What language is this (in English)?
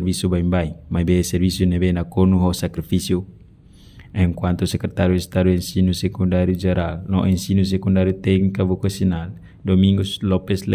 Tetum